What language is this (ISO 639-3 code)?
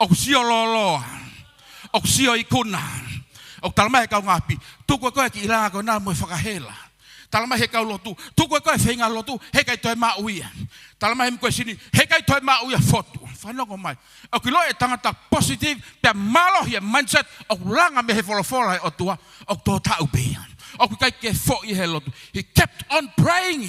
ton